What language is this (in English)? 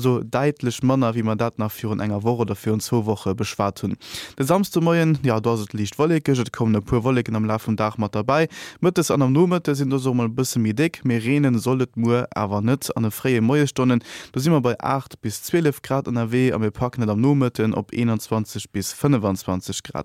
Luxembourgish